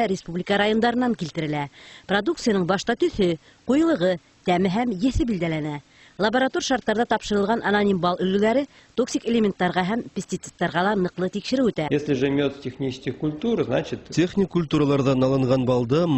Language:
Bashkir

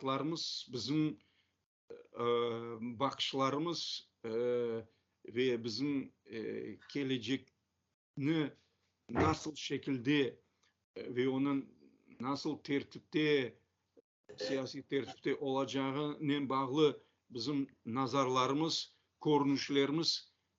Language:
Crimean Tatar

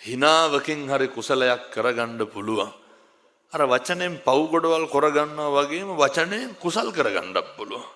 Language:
Sinhala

